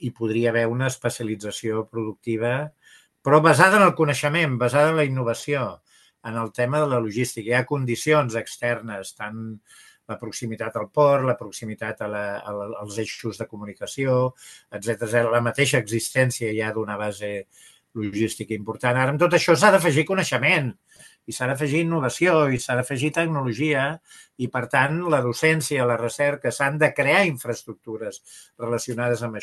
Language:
Catalan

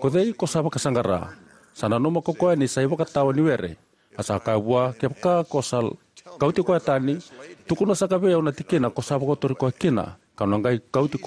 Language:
Fijian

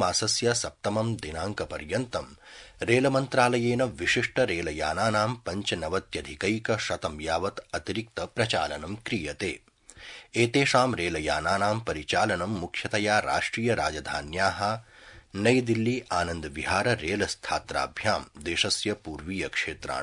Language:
Sanskrit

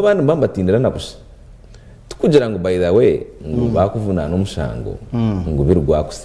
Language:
Nyankole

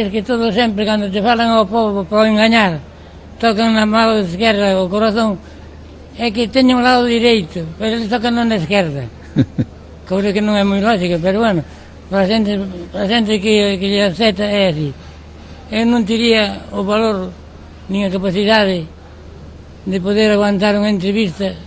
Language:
Galician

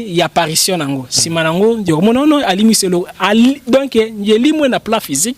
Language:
Lingala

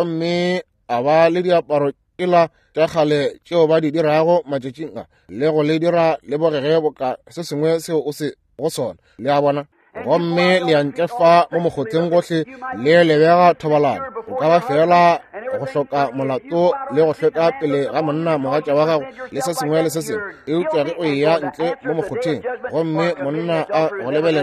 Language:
Northern Sotho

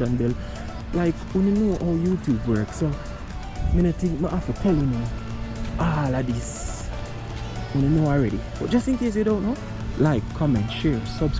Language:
Jamaican Creole English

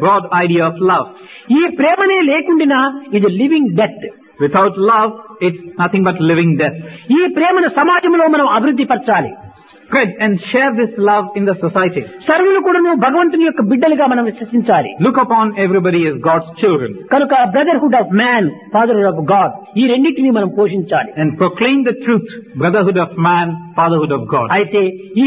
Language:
Telugu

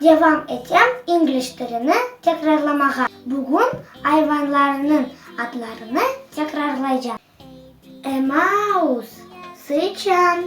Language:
Crimean Tatar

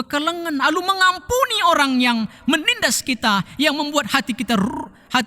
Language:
Batak Karo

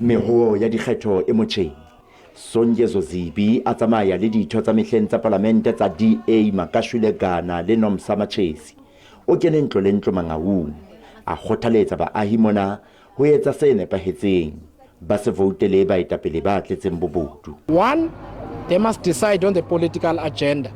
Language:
Southern Sotho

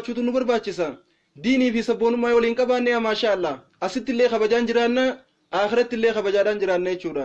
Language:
Oromo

